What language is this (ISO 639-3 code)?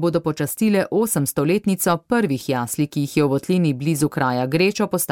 slv